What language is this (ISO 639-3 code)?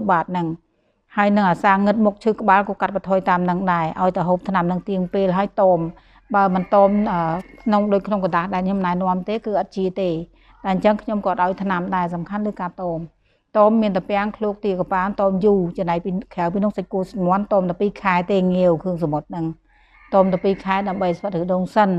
khm